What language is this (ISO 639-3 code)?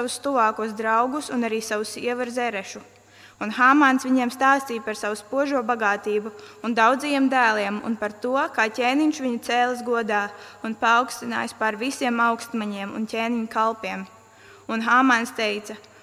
lav